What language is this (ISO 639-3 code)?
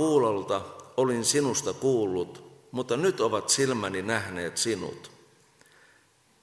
fin